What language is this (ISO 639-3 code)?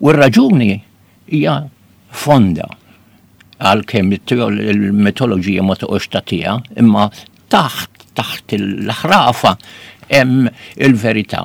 mlt